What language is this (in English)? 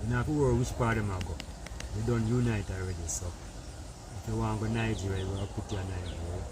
Jamaican Creole English